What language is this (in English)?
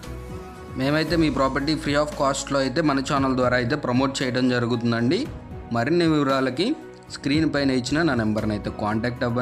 Telugu